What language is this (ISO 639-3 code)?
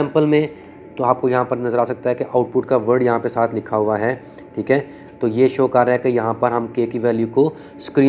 hin